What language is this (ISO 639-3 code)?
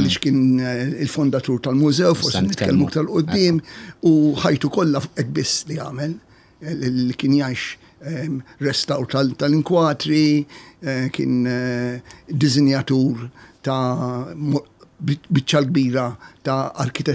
mlt